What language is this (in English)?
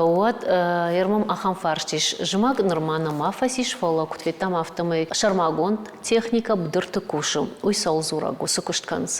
Ossetic